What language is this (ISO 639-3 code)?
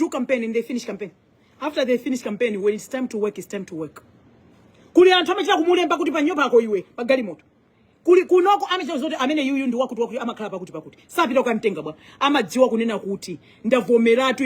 nya